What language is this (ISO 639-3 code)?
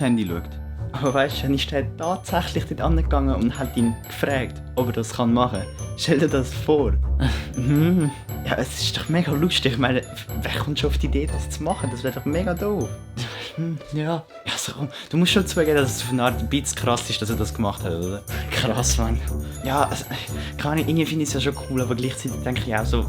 gsw